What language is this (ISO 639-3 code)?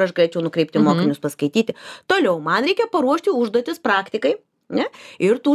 lit